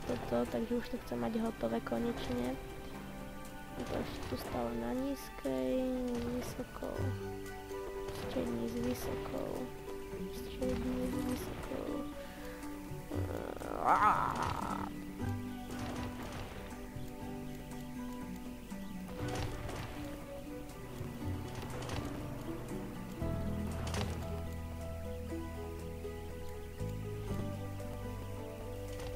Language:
Slovak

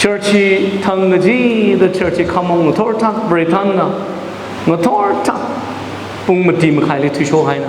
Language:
Tangkhul Naga (India)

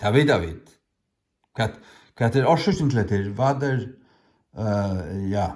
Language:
Faroese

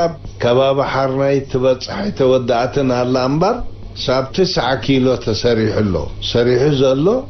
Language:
Tigrinya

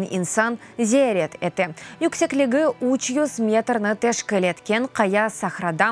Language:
Crimean Tatar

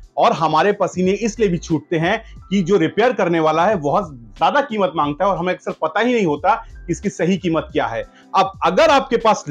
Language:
Hindi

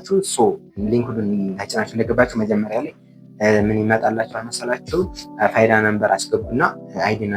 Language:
Amharic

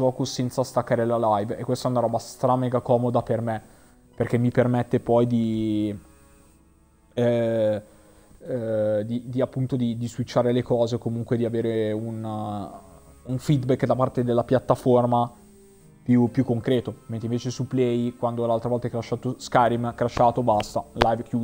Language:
Italian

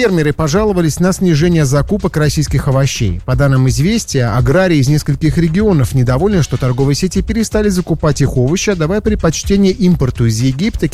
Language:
Russian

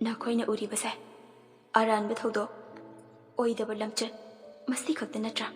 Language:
Manipuri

